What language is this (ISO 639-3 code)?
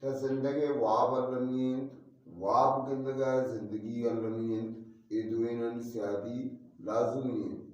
bgp